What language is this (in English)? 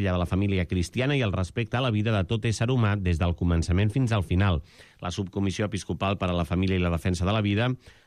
Catalan